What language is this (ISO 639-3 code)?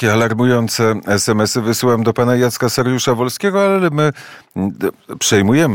pol